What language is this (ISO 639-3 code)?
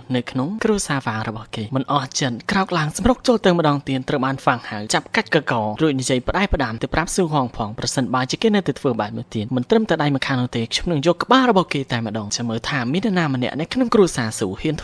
khm